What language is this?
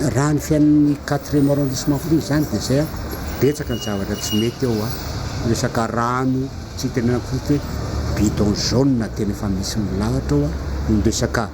Malagasy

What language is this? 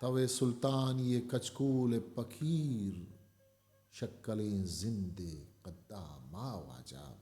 Eastern Balochi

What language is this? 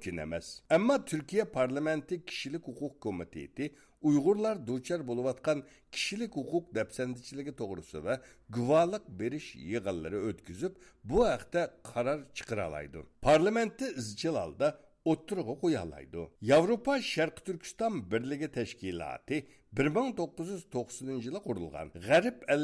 Uyghur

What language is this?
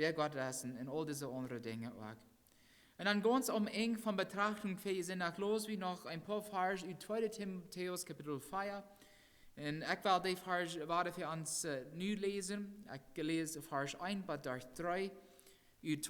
Plautdietsch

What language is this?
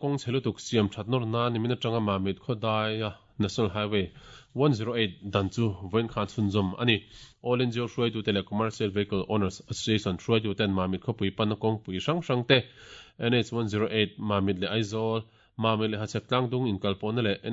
Mizo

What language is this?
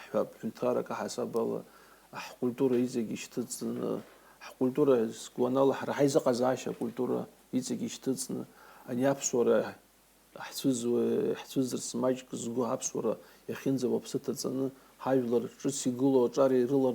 Abkhazian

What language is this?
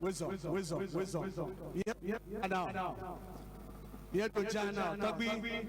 Ewe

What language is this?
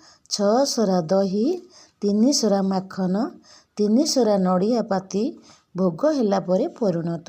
Odia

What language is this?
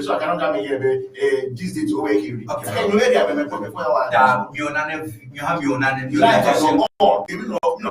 Ewe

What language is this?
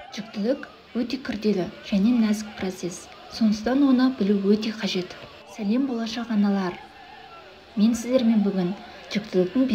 Kazakh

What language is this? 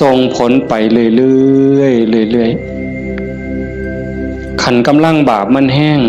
Northeastern Thai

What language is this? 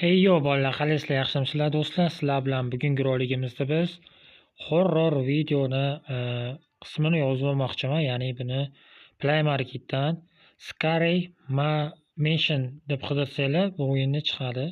Uzbek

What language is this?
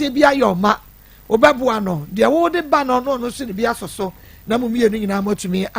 Akan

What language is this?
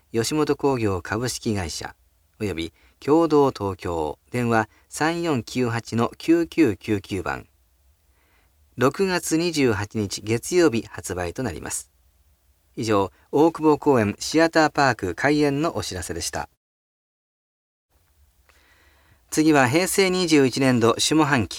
Japanese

